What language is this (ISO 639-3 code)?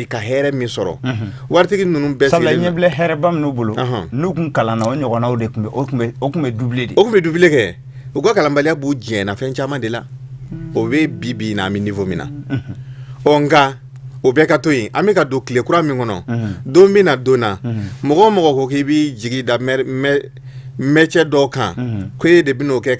bam